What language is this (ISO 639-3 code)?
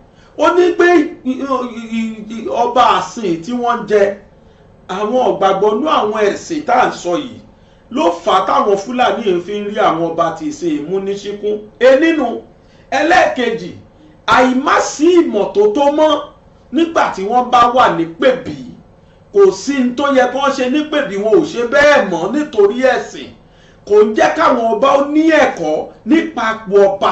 yor